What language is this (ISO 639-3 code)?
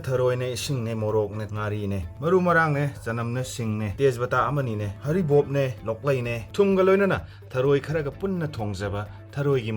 mni